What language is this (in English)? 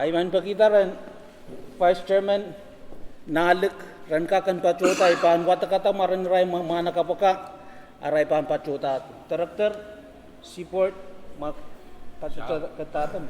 Pohnpeian